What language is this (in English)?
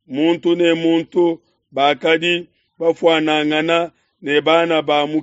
Luba-Lulua